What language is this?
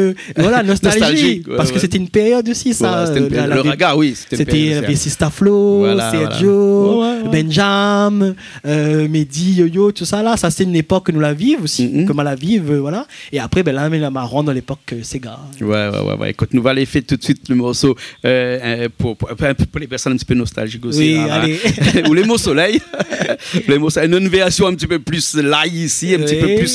Réunion Creole French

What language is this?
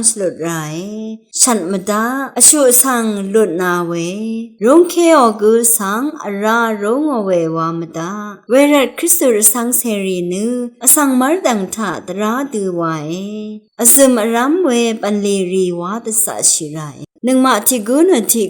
Rawang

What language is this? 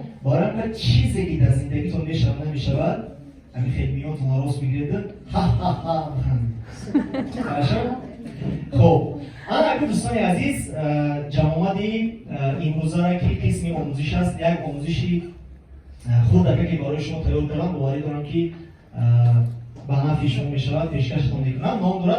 Tajik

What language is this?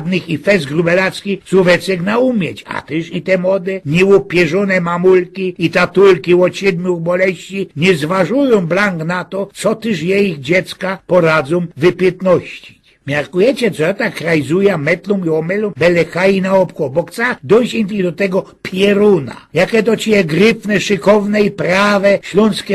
Silesian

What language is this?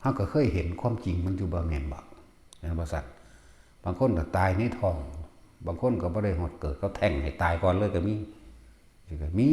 Northeastern Thai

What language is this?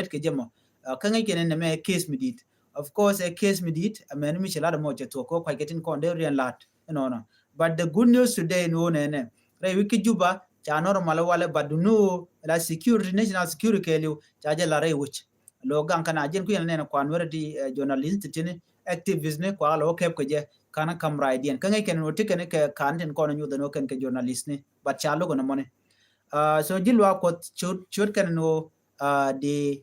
Nuer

